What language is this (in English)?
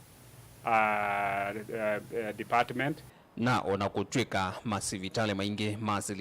Kamba